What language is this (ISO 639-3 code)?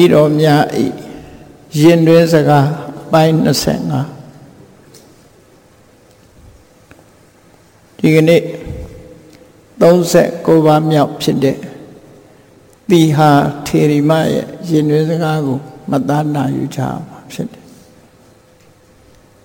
mya